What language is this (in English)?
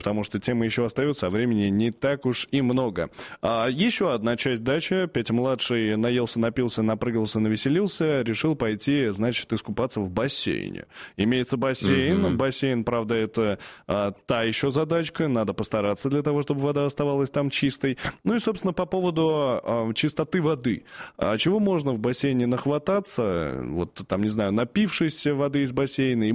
Russian